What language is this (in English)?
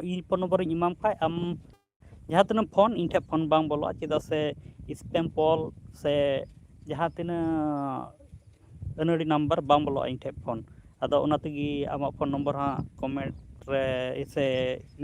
Santali